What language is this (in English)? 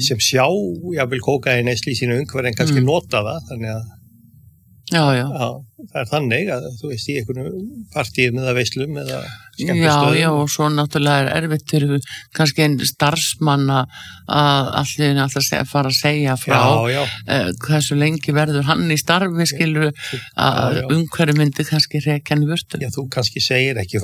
Icelandic